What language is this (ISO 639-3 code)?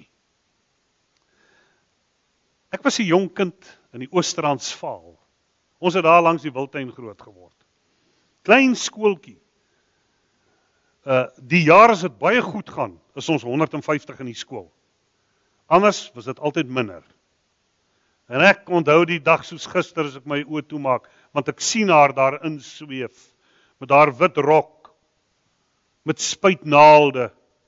afr